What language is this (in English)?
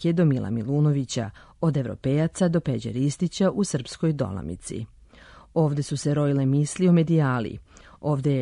Serbian